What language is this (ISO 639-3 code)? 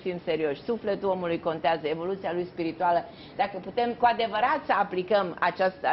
ron